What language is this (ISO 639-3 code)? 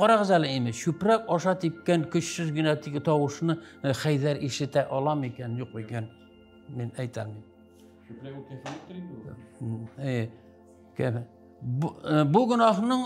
tat